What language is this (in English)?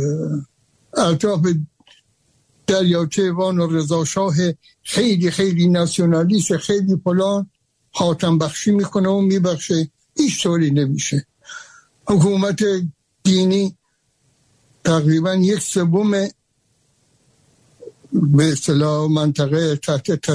Persian